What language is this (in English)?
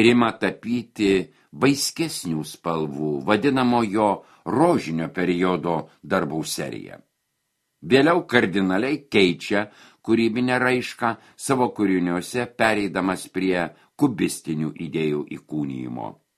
Lithuanian